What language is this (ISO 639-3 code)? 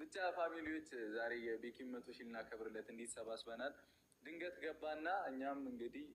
amh